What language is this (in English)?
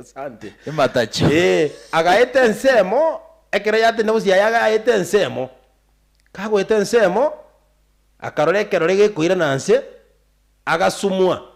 Gusii